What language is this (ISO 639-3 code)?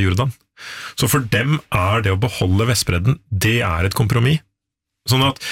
nor